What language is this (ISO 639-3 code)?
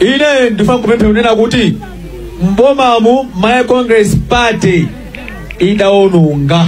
nya